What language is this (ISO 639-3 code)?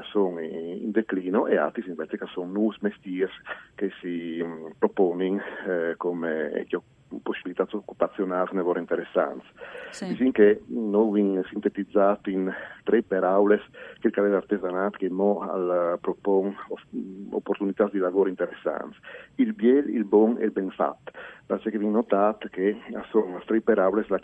fur